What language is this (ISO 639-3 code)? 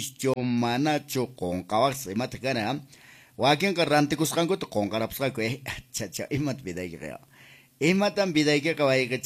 que